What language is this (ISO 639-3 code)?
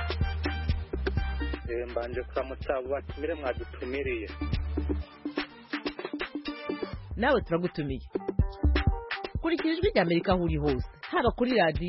kin